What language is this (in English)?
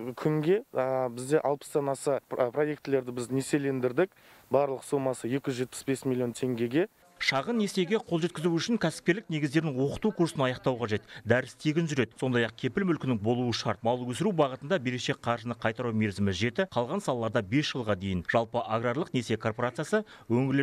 Kazakh